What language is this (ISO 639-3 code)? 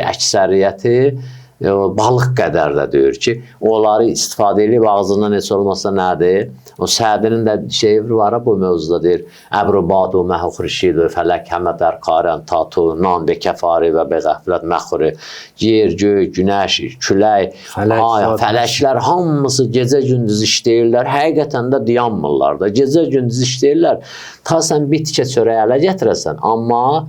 aze